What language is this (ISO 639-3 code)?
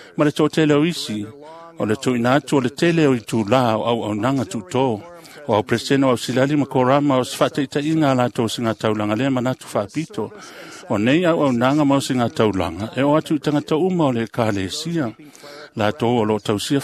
smo